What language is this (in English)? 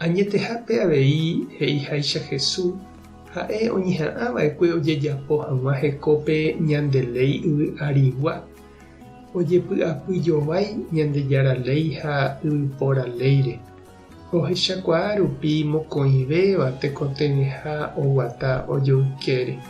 Guarani